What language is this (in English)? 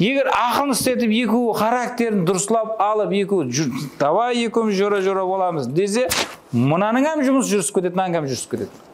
Kara-Kalpak